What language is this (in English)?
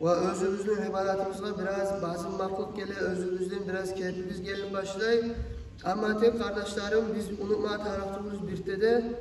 Kumyk